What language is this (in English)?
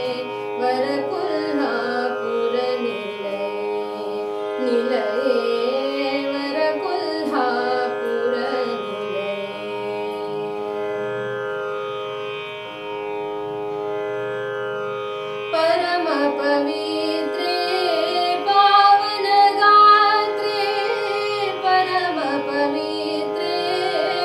Kannada